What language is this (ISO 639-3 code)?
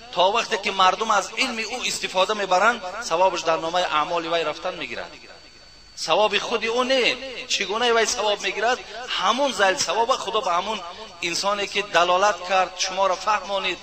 tgk